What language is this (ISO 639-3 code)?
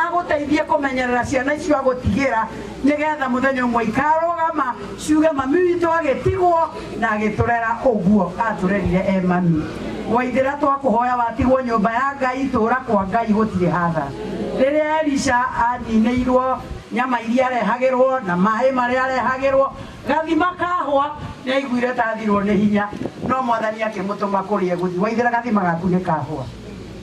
kik